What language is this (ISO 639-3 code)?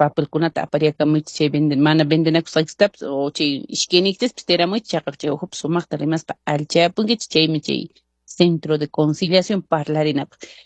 que